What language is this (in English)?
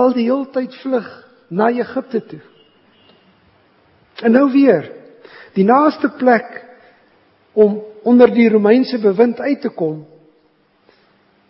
Afrikaans